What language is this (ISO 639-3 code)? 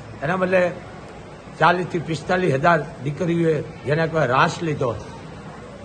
guj